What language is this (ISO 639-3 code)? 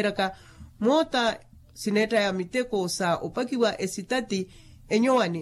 vmw